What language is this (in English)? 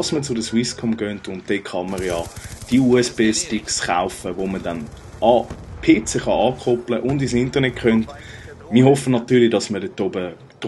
Swiss German